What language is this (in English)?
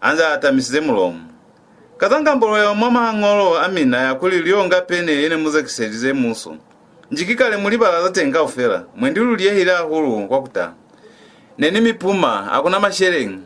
Lozi